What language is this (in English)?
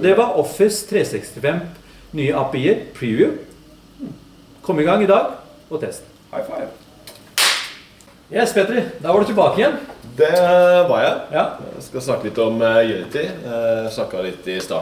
Norwegian